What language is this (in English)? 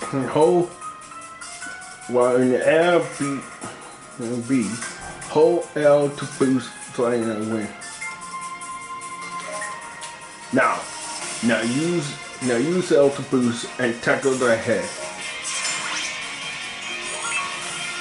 English